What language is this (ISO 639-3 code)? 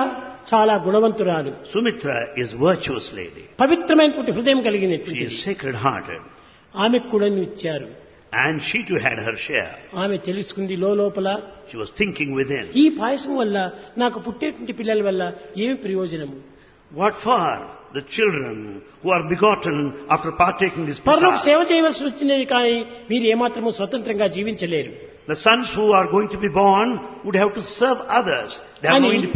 tel